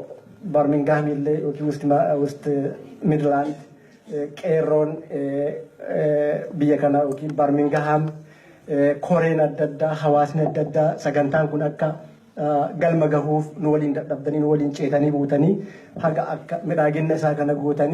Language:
Oromo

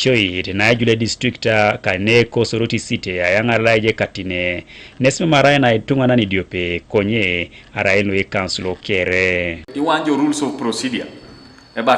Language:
Teso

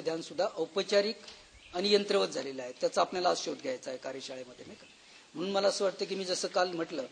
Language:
Marathi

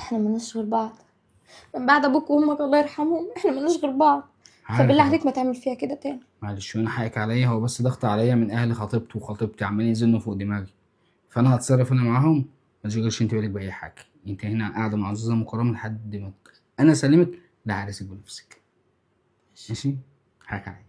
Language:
Egyptian Arabic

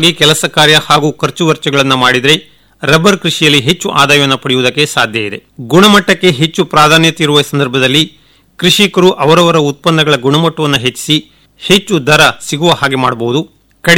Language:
Kannada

